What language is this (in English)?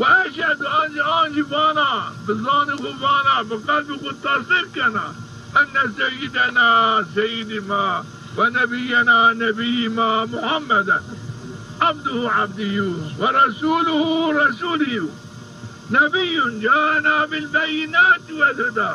Zaza